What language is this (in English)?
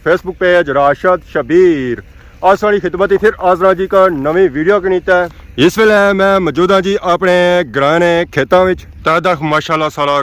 Pahari-Potwari